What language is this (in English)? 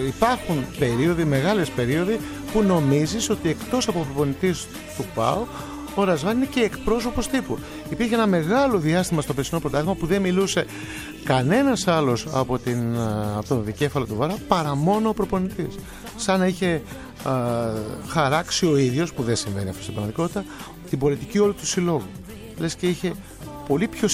Greek